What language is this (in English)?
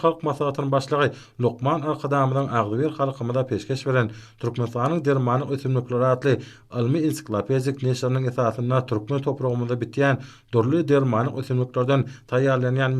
Turkmen